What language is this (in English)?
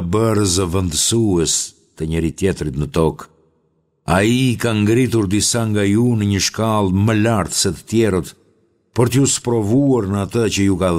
Albanian